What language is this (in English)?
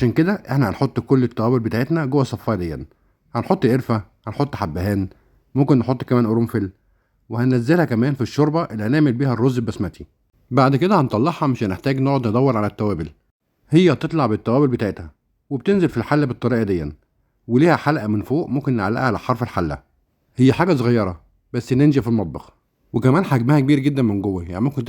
Egyptian Arabic